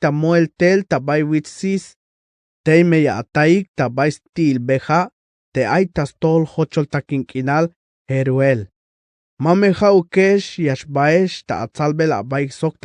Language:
Tzeltal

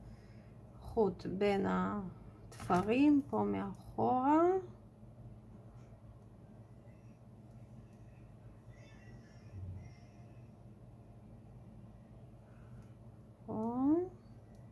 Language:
Hebrew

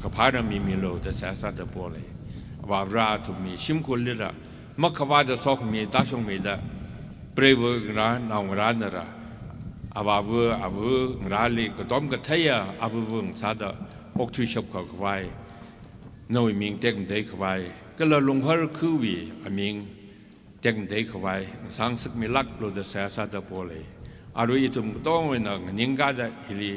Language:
Tangkhul Naga (India)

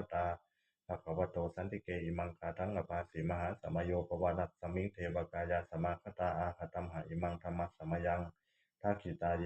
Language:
Pali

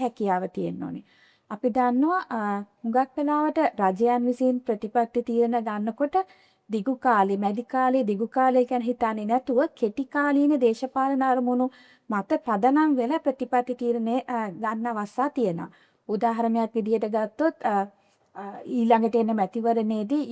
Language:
Sinhala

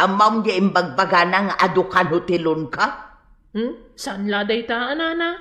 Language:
Iloko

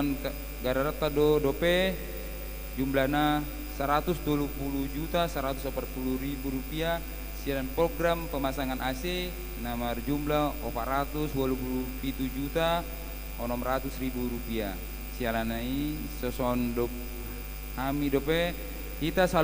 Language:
Batak Toba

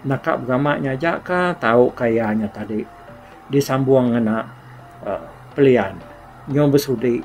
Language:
Iban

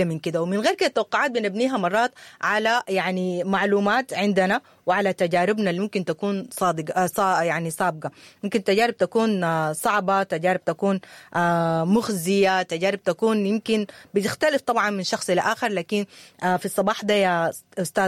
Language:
Sudanese Arabic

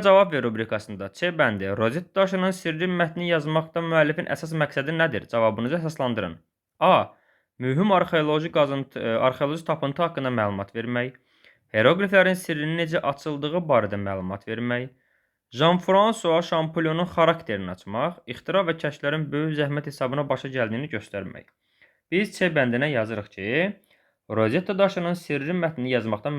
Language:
Azerbaijani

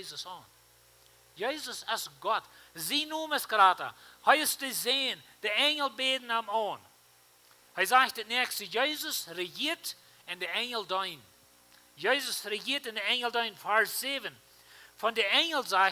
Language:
Plautdietsch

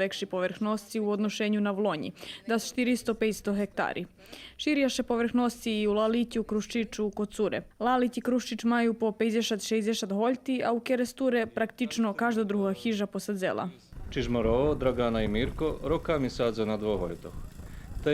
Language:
Rusyn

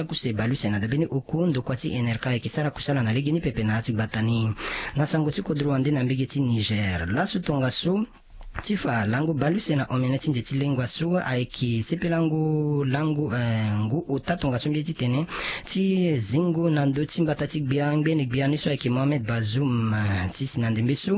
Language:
Sango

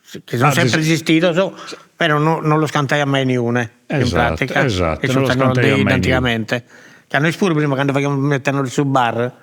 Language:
Sardinian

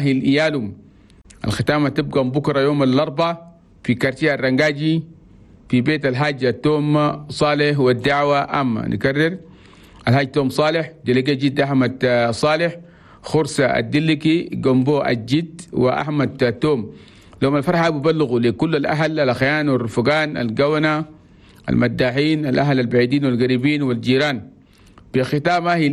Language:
Chadian Arabic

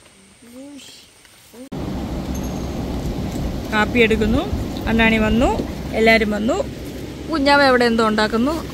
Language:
Malayalam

